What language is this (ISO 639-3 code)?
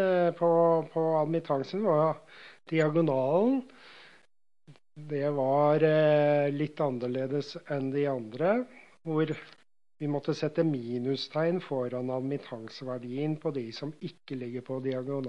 nor